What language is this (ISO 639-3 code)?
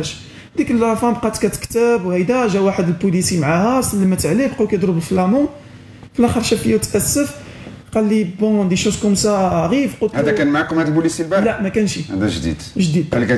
ary